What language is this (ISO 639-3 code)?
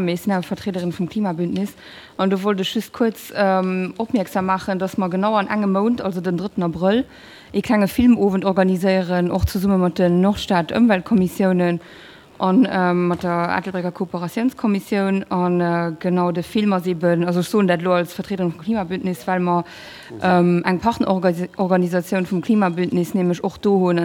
ltz